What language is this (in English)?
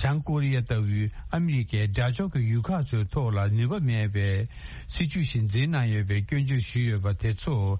Tibetan